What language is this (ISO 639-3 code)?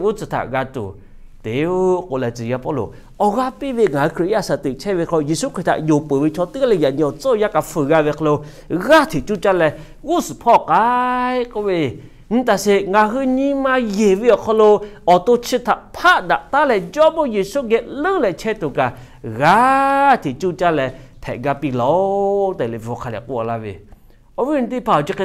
lhu